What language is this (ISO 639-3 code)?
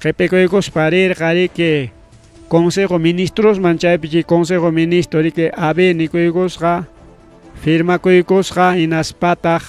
quy